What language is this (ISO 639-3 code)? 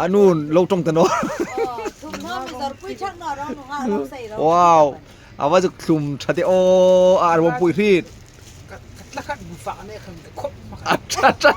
hmr